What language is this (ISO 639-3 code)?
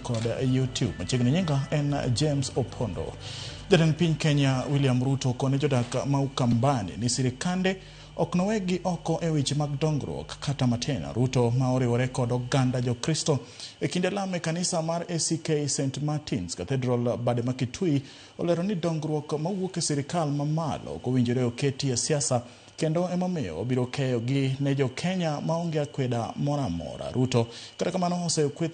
luo